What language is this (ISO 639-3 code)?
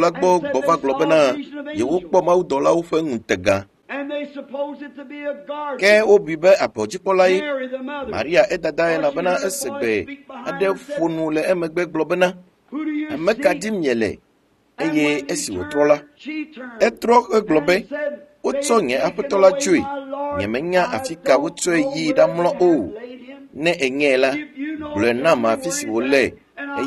ewe